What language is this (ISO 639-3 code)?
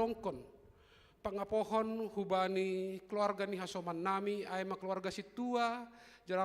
bts